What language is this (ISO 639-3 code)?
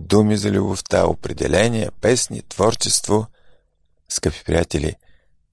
bul